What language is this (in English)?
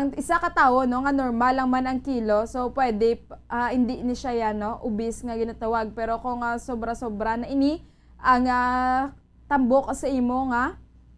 Hiligaynon